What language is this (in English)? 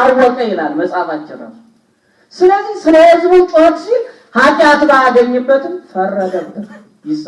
Amharic